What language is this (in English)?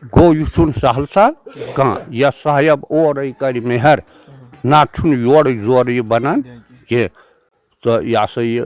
Kashmiri